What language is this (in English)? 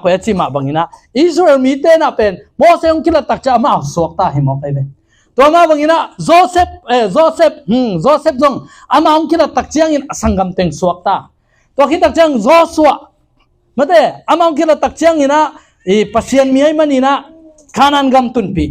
Tedim Chin